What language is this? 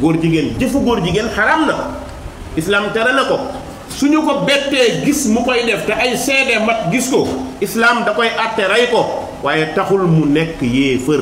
Wolof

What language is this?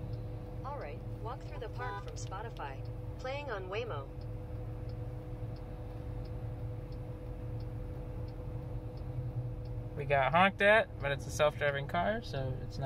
English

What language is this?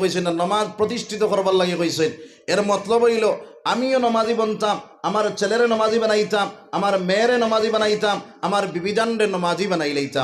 Sylheti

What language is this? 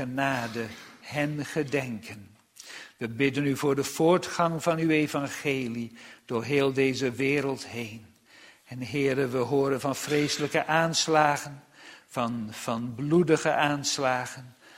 Dutch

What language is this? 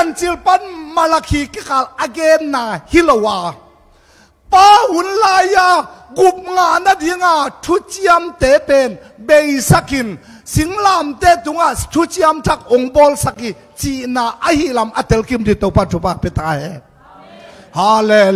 Tedim Chin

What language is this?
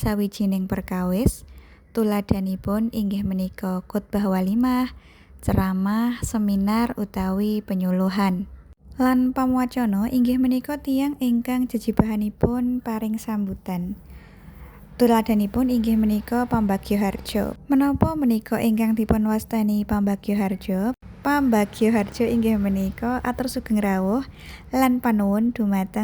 Javanese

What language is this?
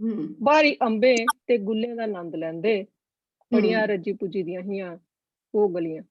Dogri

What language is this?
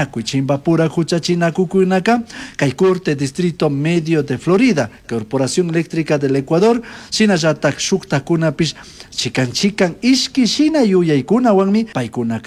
Chimborazo Highland Quichua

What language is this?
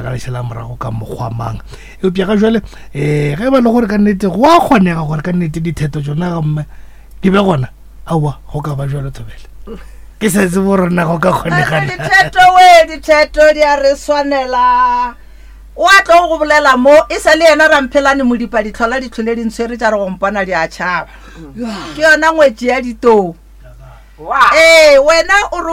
Northern Sotho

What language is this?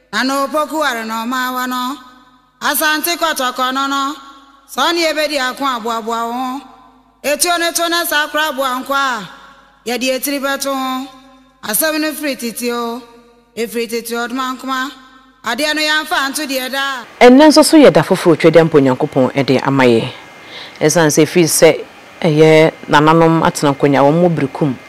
Akan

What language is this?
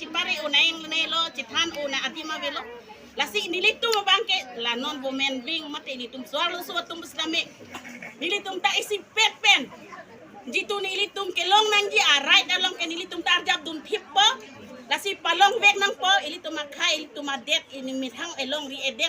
Karbi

